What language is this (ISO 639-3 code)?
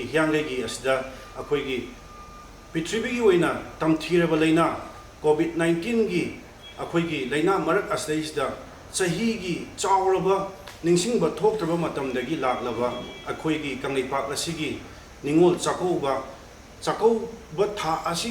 mni